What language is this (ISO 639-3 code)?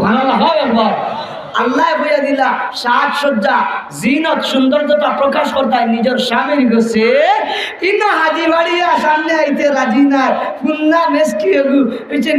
syl